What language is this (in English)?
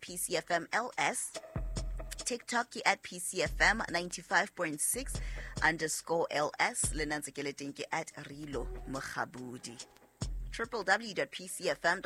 Southern Sotho